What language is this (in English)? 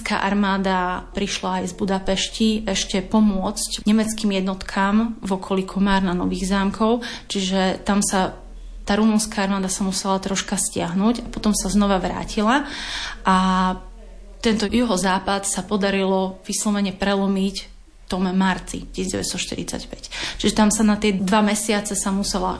Slovak